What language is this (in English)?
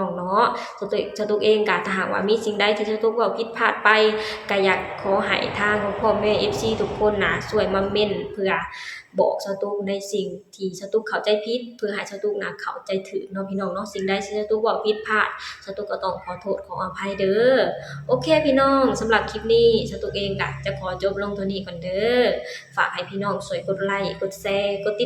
Lao